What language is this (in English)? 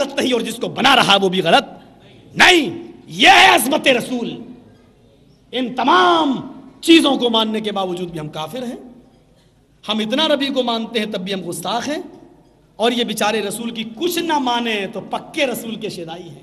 Urdu